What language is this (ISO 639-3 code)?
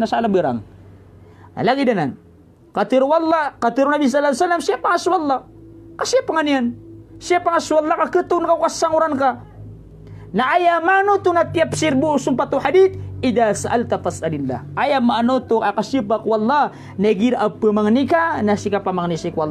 mrw